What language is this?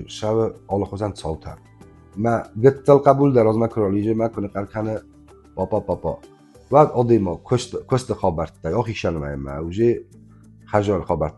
Ossetic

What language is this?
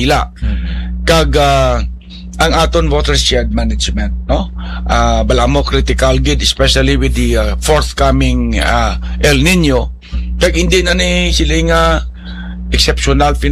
Hiligaynon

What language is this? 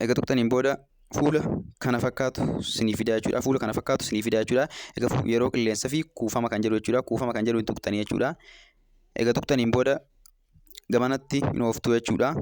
Oromo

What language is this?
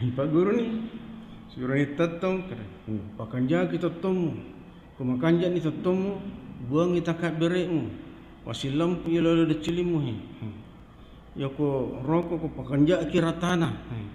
Buginese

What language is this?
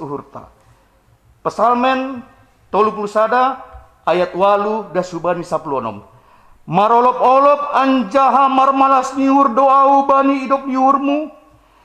Batak Simalungun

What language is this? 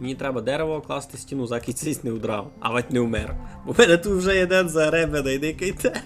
Rusyn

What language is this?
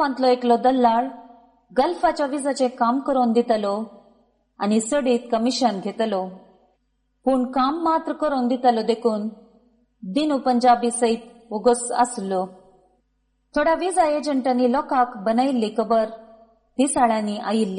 Konkani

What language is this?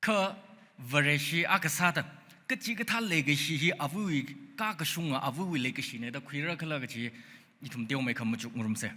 Tangkhul Naga (India)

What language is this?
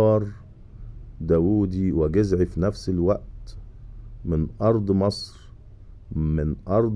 Egyptian Arabic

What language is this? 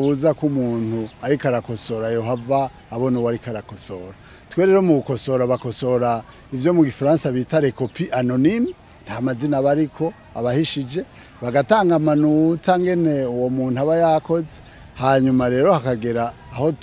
Rundi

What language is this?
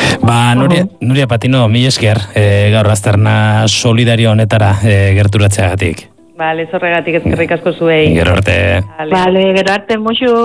Basque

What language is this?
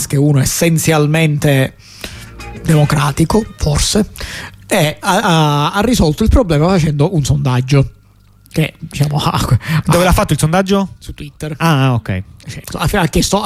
Italian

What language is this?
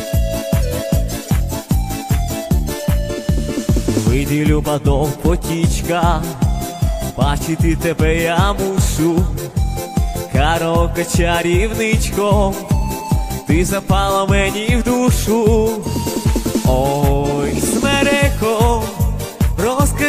Ukrainian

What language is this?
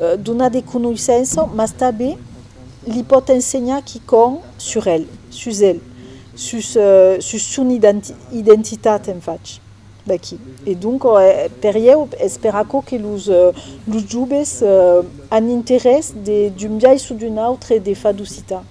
Occitan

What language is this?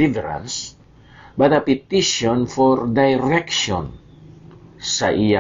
Hiligaynon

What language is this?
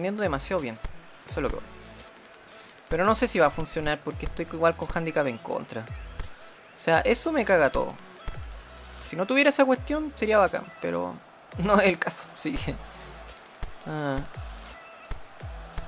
Spanish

